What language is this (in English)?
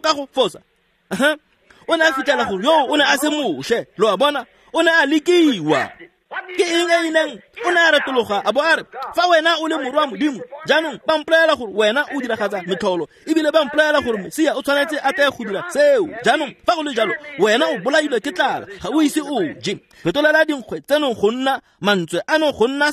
Tswana